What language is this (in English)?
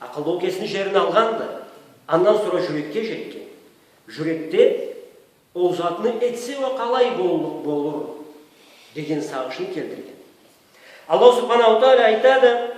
Karachay-Balkar